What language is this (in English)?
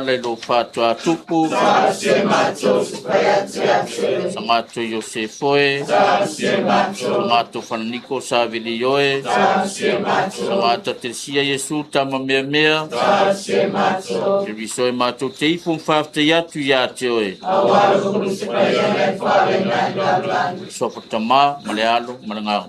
Samoan